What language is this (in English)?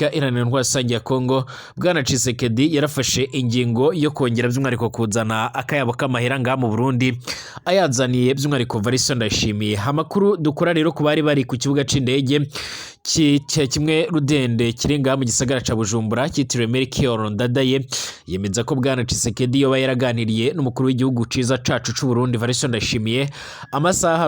Rundi